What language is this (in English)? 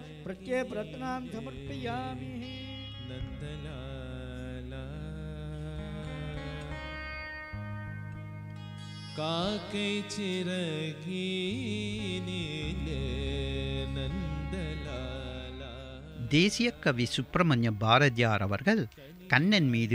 Tamil